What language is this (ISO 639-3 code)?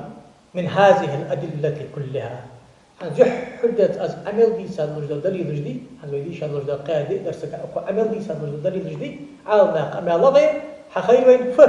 inh